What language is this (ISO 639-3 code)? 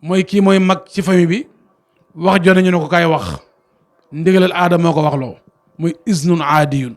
wol